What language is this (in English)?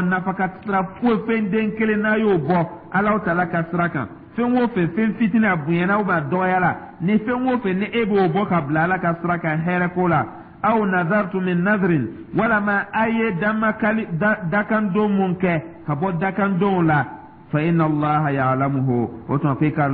Dyula